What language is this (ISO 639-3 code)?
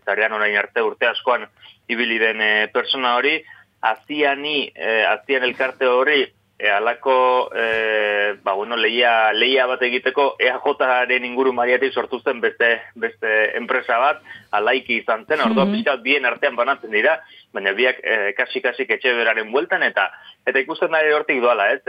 eus